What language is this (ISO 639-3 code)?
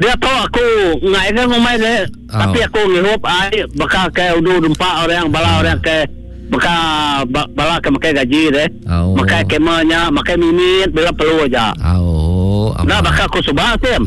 iba